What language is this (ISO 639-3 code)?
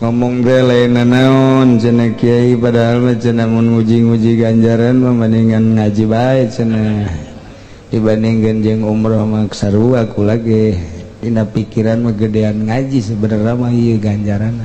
sun